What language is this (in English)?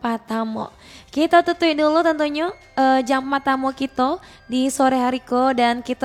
Minangkabau